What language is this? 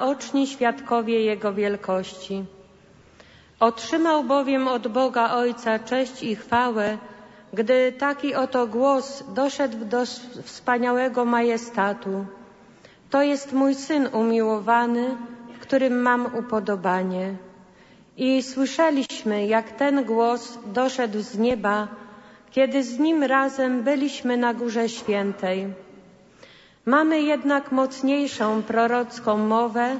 Polish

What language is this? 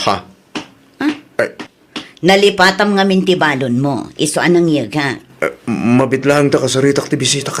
Iloko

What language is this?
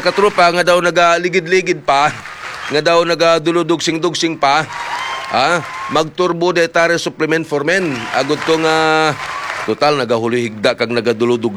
Hiligaynon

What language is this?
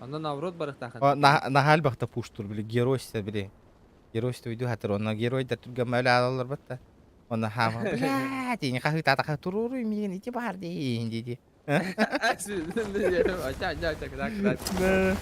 Yakut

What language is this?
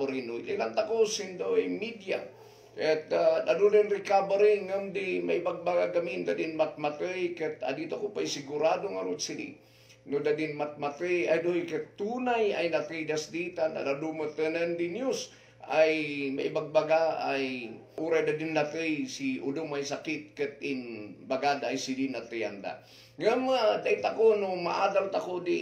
Kankanaey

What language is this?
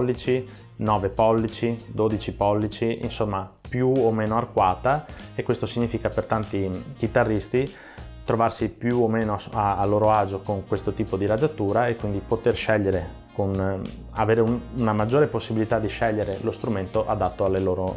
Italian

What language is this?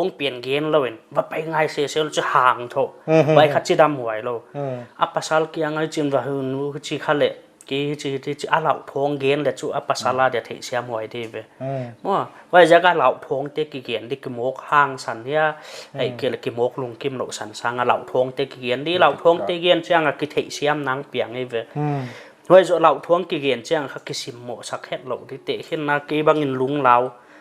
Paite Chin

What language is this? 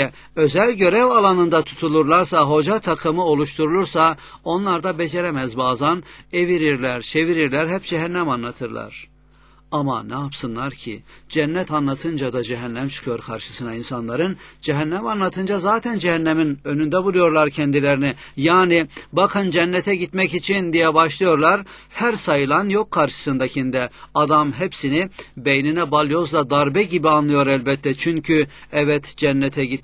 Turkish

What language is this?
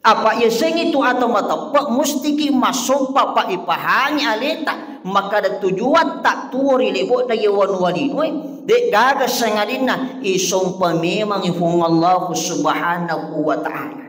Buginese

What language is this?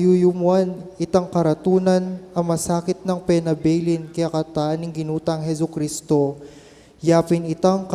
Pampanga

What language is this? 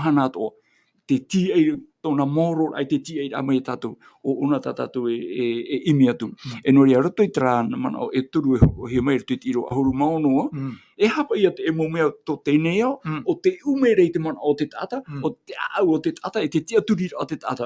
Tahitian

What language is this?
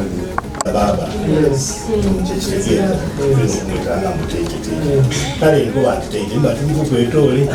Soga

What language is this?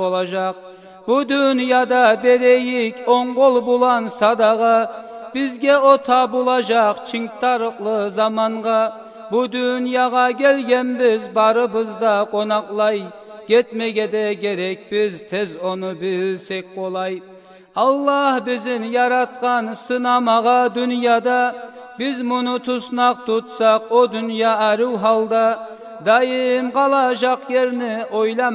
Kumyk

